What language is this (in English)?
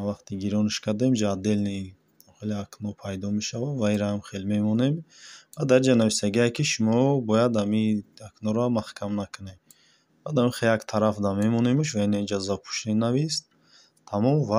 Tajik